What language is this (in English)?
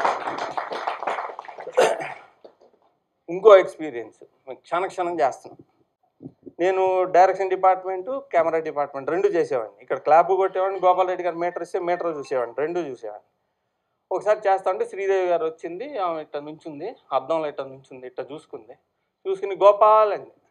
Telugu